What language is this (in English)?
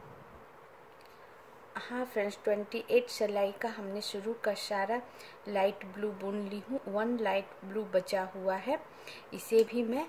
Hindi